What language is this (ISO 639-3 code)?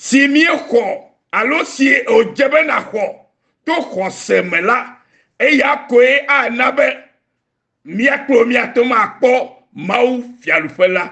ewe